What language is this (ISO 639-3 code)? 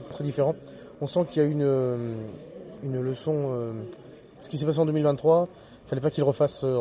fra